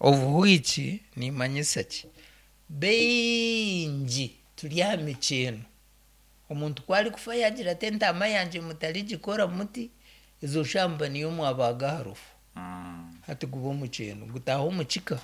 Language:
Nyankole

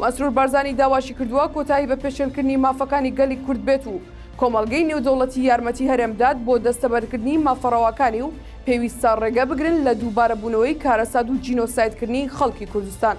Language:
Central Kurdish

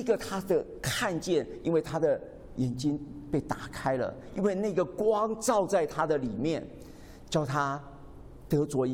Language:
Chinese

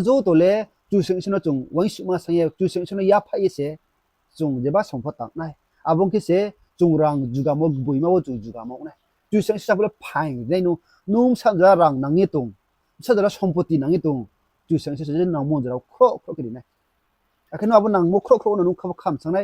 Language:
Riang (India)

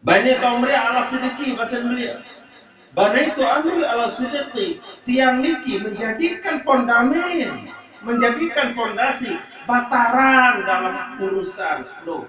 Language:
Sasak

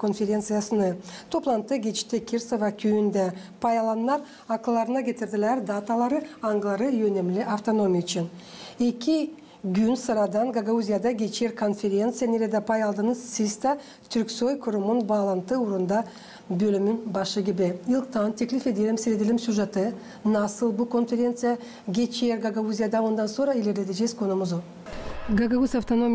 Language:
Gagauz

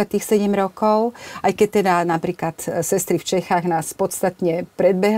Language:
Slovak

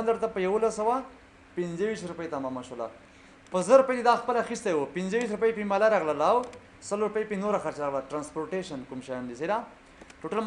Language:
Pashto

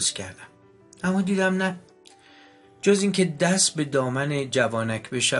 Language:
Persian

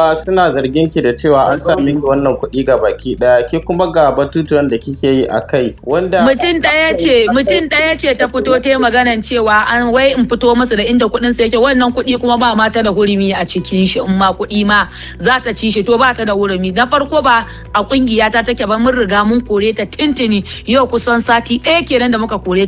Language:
Hausa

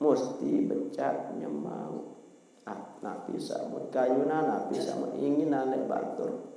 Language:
Sasak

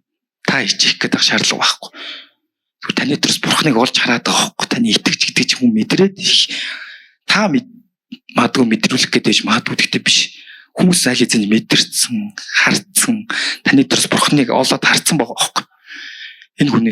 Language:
Mongolian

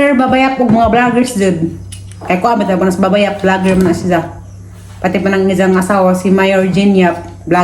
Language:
Cebuano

